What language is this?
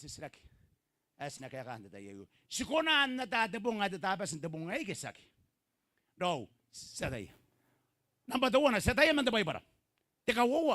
Gilbertese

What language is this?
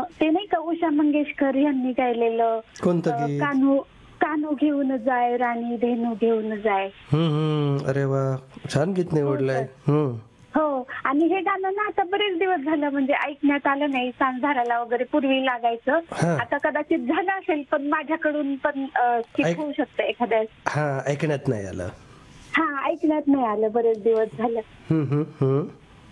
Marathi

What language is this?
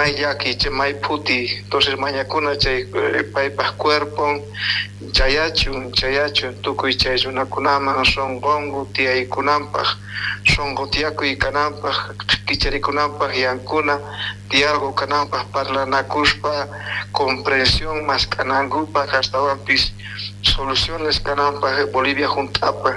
South Bolivian Quechua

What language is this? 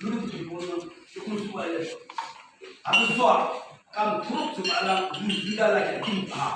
Yimchungru Naga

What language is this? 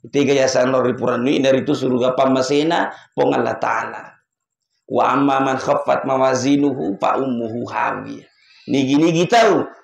Buginese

